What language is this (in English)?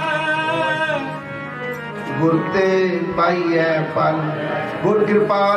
Punjabi